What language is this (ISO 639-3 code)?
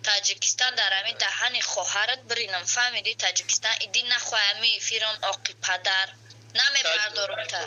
tgk